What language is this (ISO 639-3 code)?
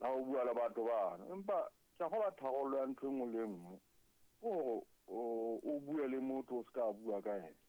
sot